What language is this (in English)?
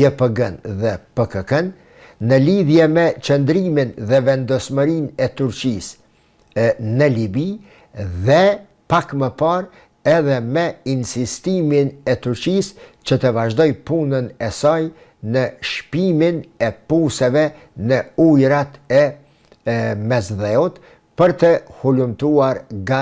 Albanian